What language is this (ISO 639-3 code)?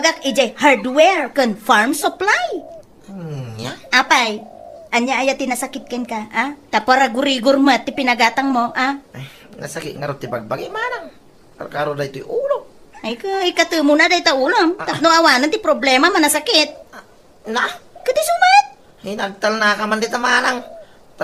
ilo